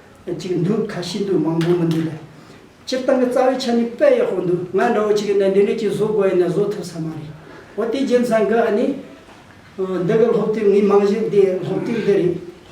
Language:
Tibetan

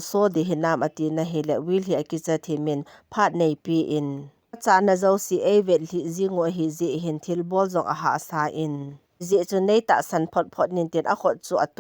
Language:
Thado Chin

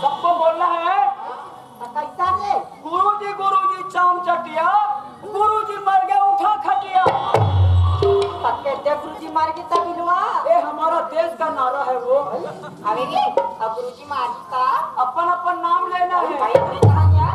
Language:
Chhattisgarhi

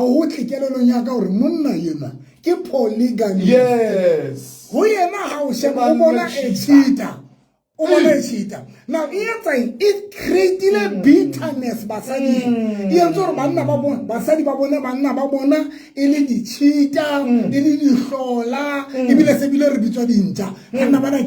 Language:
Southern Sotho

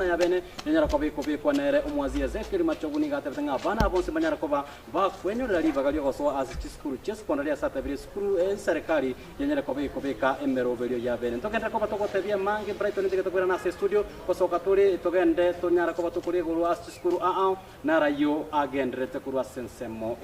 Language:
Gusii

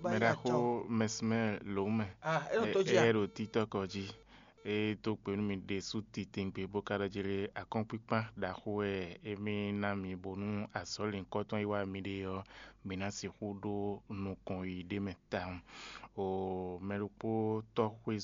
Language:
Fon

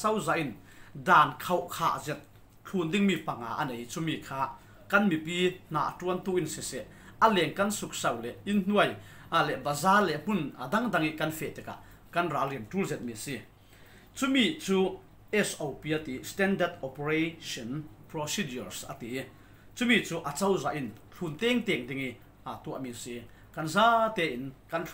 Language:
Falam Chin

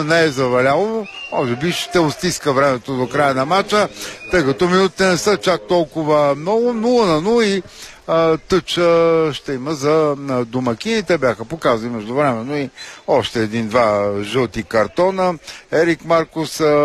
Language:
Bulgarian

